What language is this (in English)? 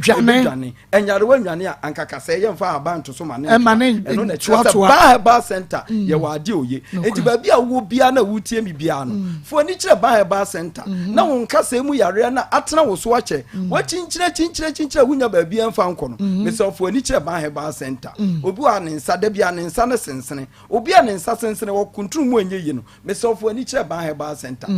Akan